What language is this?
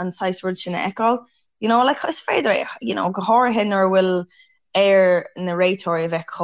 Irish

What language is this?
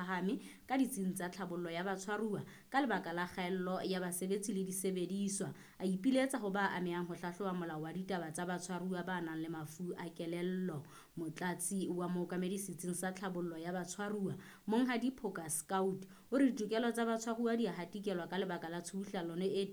Southern Sotho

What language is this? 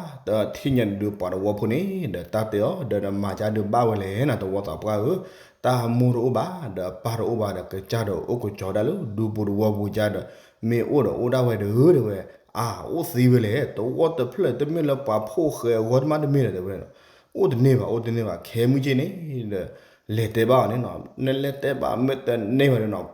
S'gaw Karen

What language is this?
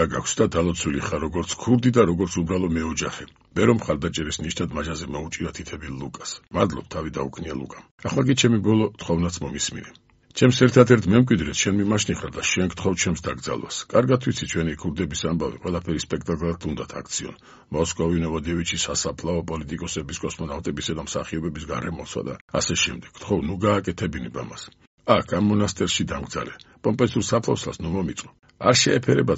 Georgian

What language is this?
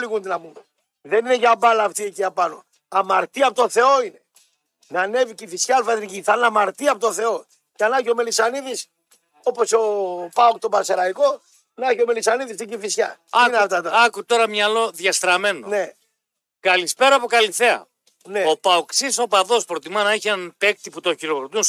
Greek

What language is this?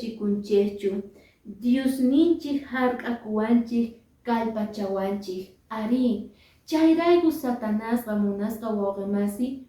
Quechua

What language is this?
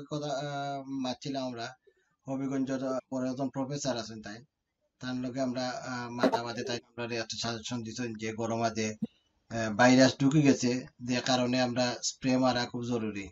Sylheti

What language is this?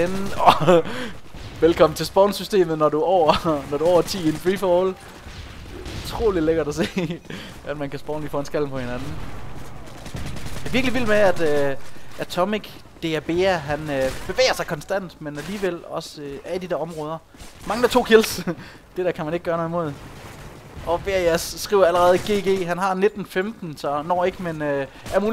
Danish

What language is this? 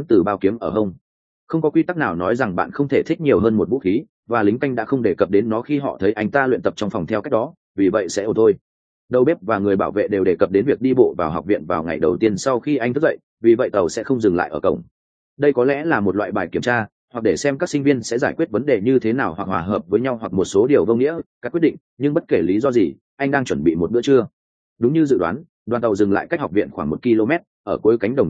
Vietnamese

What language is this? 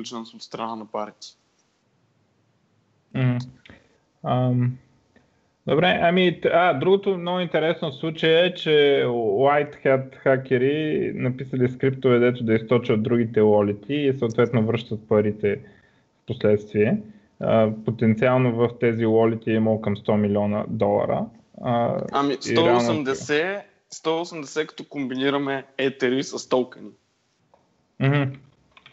Bulgarian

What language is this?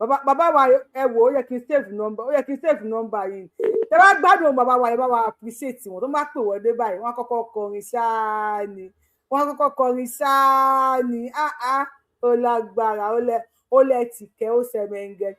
Yoruba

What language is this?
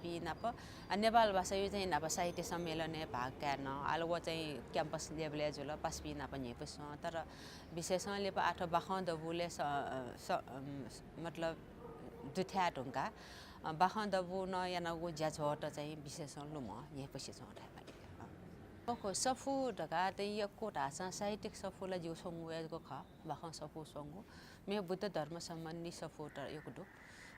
Newari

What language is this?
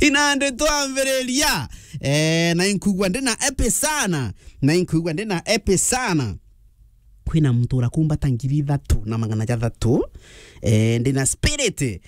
Meru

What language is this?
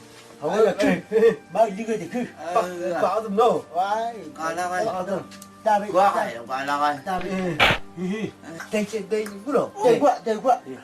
Chang Naga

